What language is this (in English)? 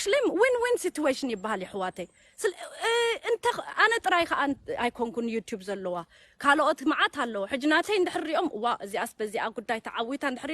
Tigrinya